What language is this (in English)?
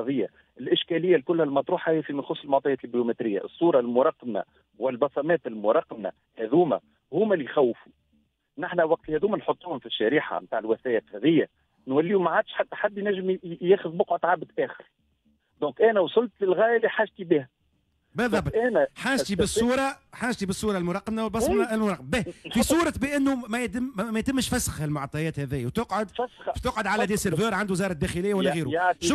Tunisian Arabic